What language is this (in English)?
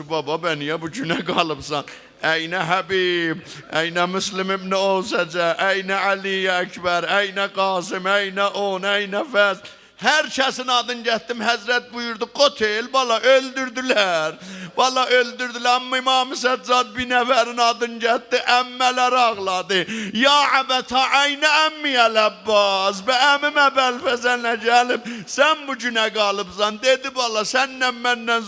South Azerbaijani